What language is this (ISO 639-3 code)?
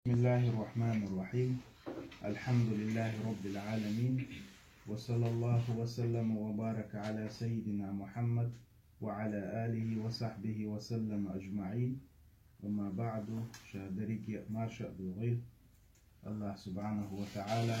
che